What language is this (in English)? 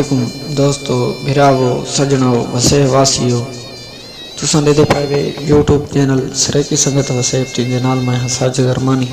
Saraiki